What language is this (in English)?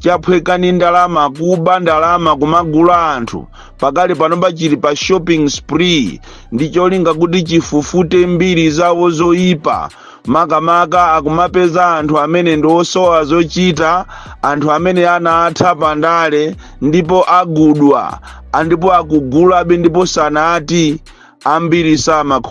Nyanja